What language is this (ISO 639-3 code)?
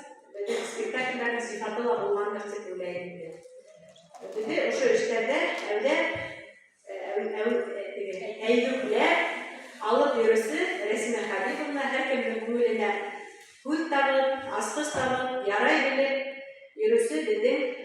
bak